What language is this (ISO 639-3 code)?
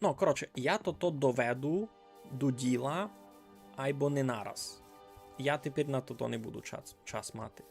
rue